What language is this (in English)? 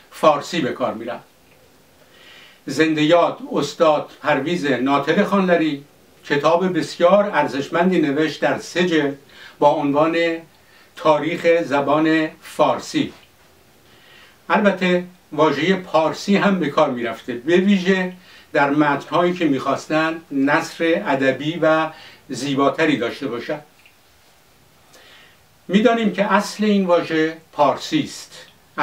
Persian